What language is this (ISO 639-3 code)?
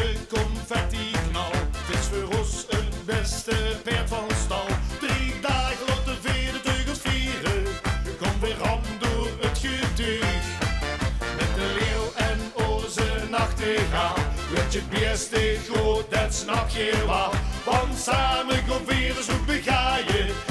lim